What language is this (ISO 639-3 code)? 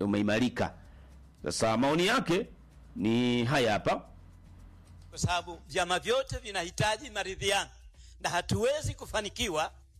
swa